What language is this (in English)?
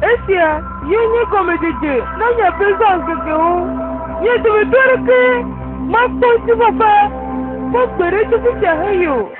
Ewe